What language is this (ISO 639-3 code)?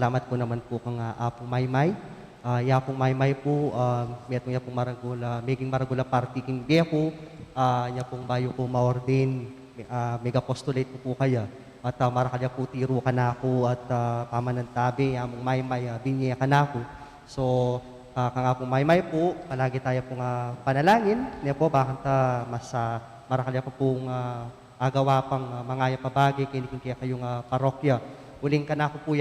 pam